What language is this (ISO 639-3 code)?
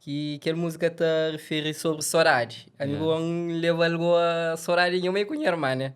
kea